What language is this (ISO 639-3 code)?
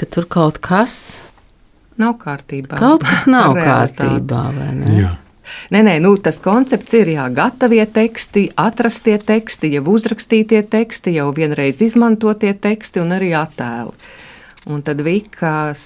lav